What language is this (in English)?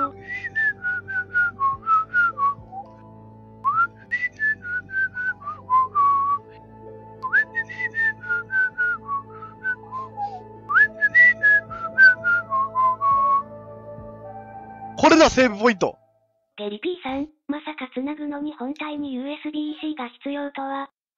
Japanese